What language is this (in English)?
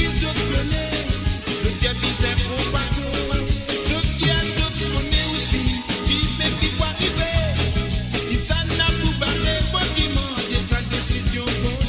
Morisyen